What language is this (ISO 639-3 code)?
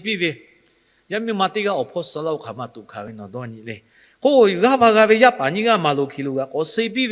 lhu